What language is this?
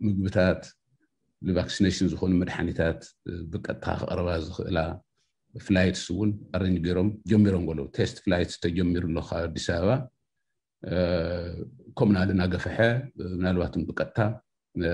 Tigrinya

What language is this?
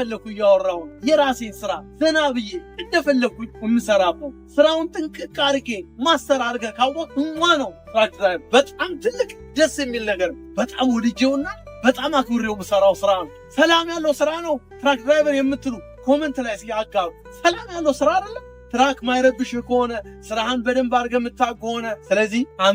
Amharic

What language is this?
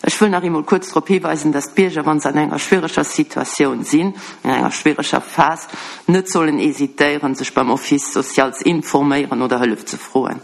Luxembourgish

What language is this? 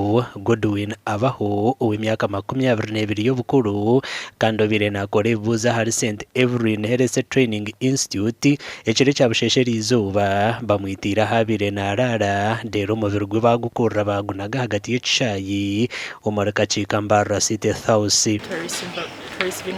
Nyankole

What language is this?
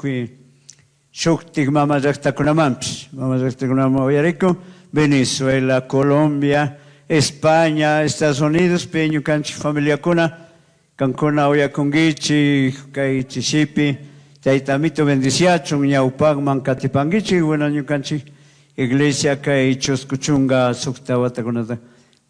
Chimborazo Highland Quichua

